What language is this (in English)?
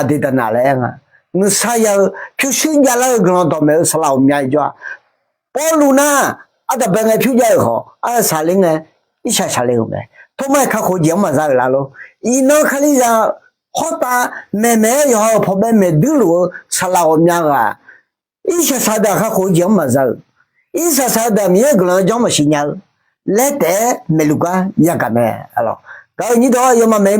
Akha